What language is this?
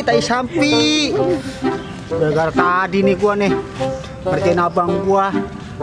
Betawi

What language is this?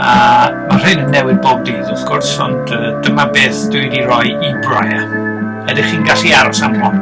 Welsh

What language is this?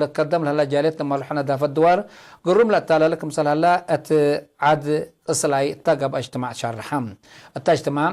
Tigre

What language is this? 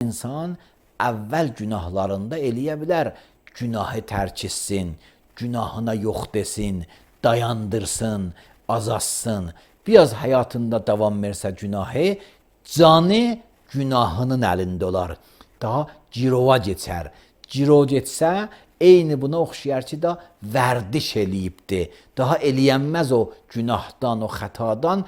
Azerbaijani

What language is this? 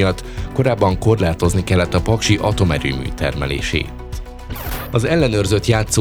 Hungarian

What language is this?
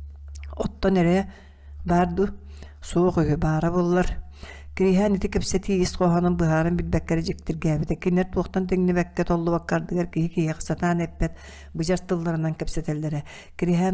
Yakut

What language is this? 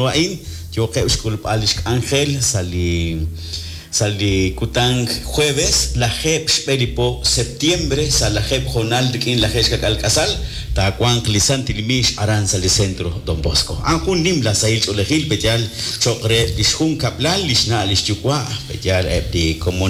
Kekchí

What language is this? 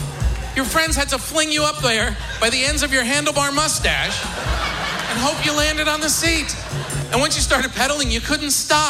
English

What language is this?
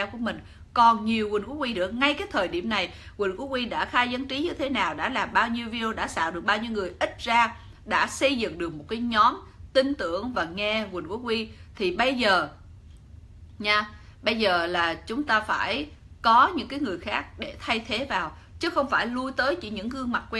Vietnamese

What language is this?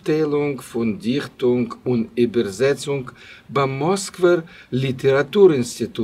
Yiddish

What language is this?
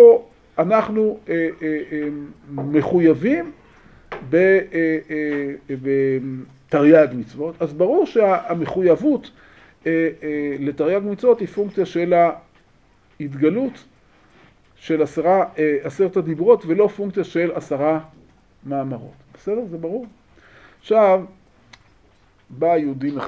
Hebrew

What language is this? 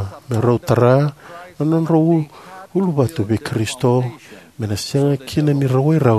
Fijian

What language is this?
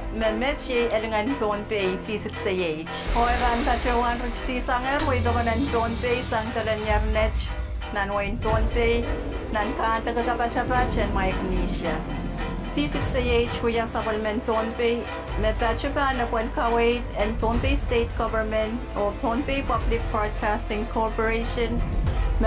Pohnpeian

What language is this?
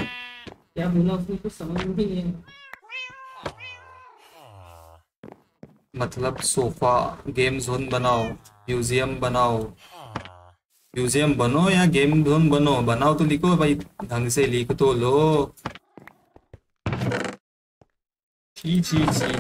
Hindi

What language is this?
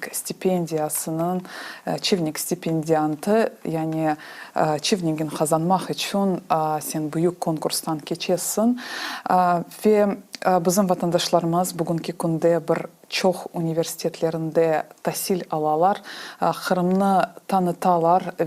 Crimean Tatar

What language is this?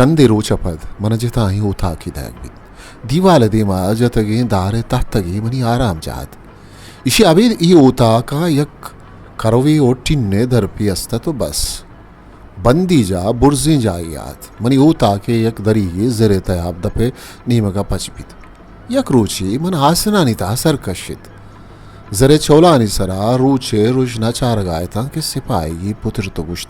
Baluchi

